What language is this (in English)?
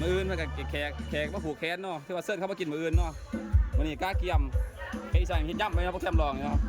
Lao